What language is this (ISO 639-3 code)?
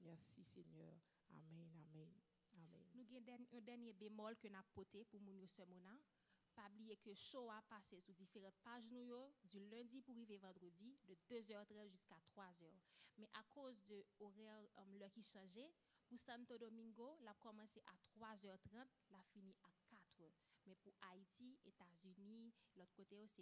hat